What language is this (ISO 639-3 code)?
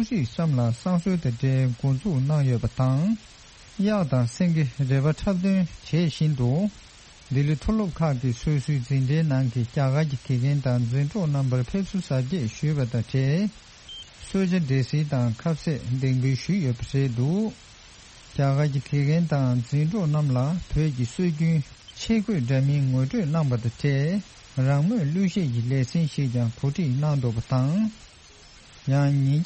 bod